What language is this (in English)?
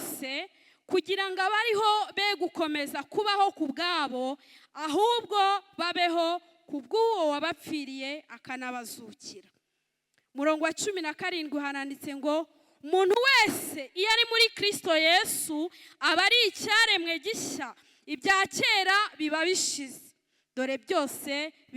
Kinyarwanda